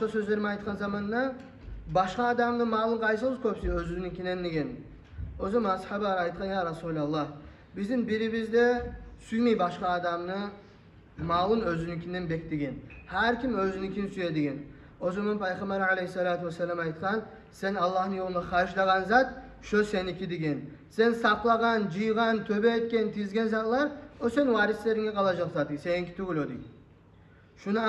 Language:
Kumyk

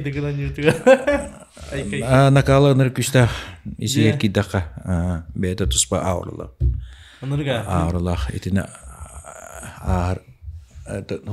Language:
Yakut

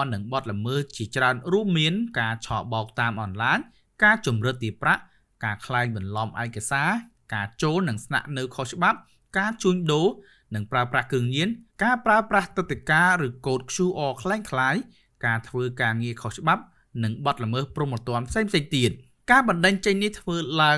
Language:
Khmer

